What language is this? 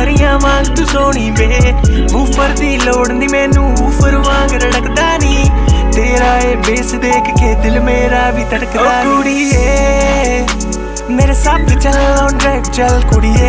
Punjabi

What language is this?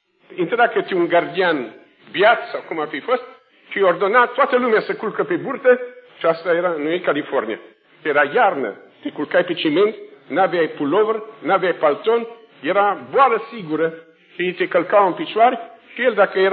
Romanian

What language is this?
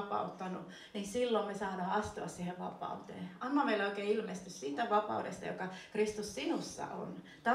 Finnish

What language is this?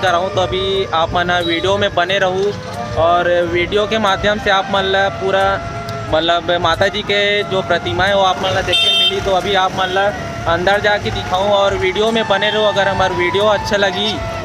Chhattisgarhi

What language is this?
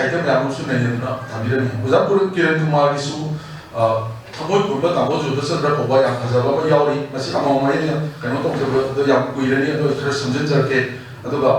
Manipuri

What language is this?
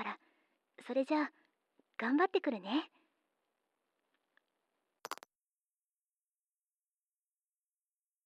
Japanese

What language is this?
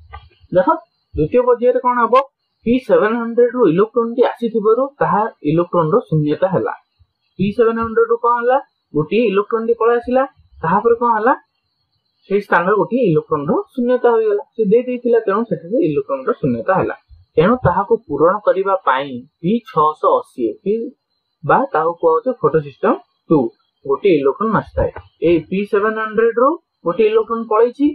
Odia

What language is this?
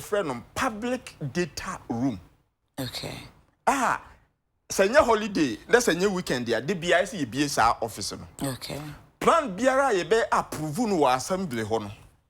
Akan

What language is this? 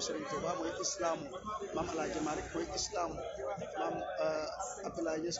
Wolof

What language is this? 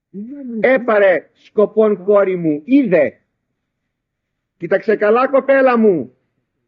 Greek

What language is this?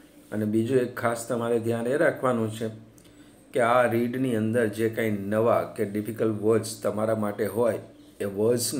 Gujarati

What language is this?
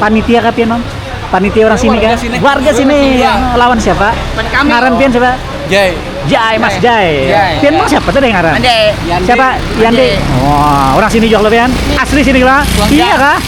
Banjar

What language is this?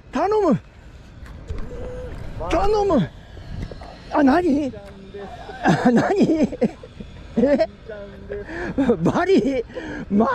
Japanese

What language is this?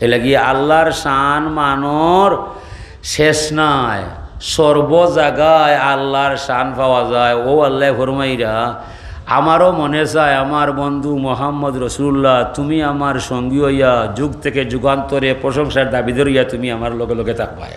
Sylheti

